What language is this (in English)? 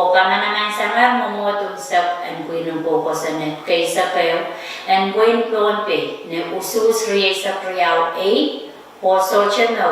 Pohnpeian